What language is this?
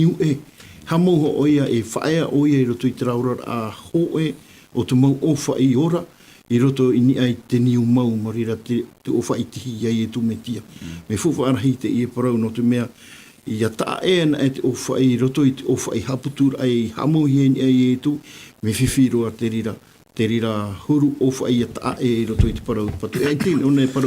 Tahitian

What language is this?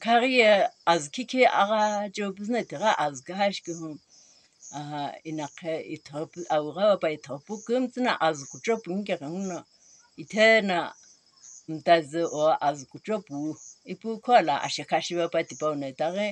Sumi Naga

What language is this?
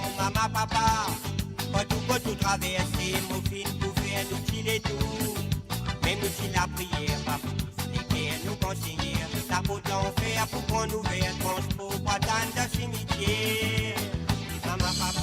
Morisyen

